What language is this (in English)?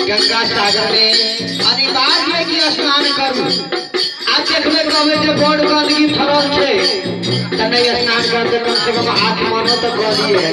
Maithili